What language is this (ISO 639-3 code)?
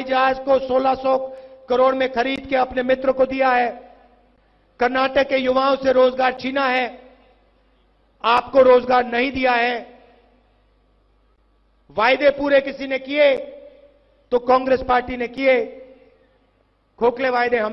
hin